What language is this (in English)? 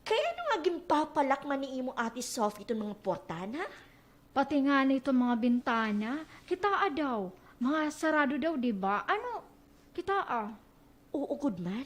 Waray